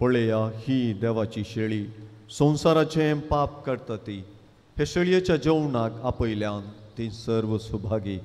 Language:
Konkani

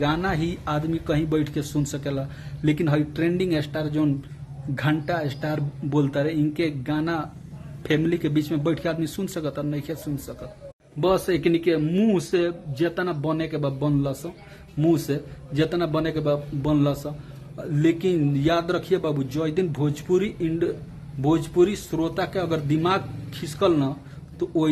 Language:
Bhojpuri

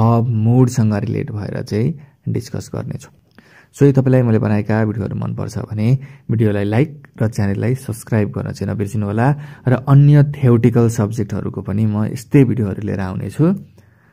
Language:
Nepali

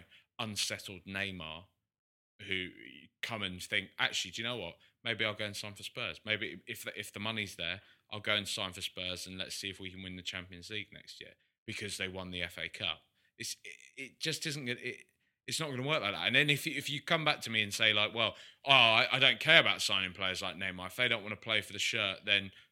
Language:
English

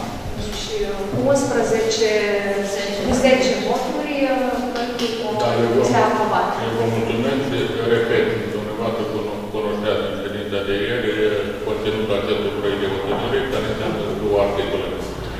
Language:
Romanian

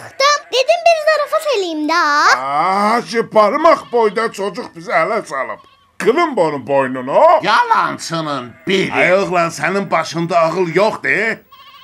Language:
South Azerbaijani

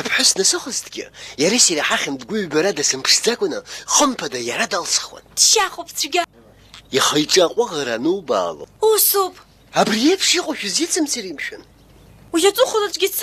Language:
Abkhazian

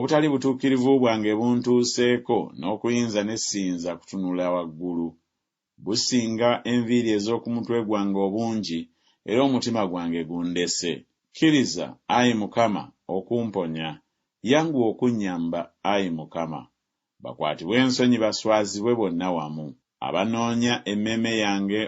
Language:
Ganda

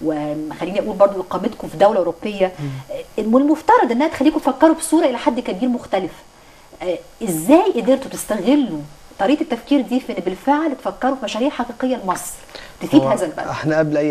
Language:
Egyptian Arabic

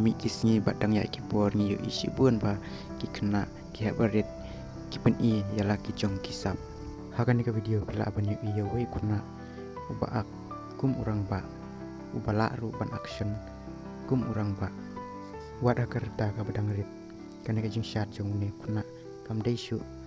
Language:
Khasi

